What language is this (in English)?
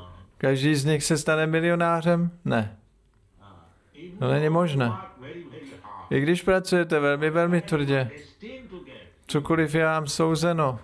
Czech